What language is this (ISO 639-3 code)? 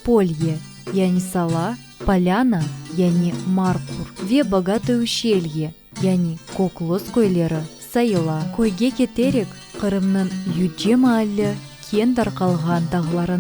crh